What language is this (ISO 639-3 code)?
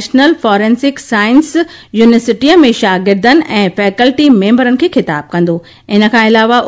snd